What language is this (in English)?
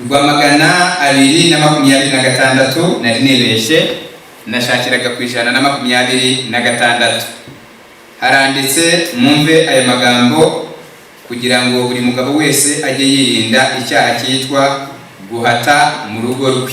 Kinyarwanda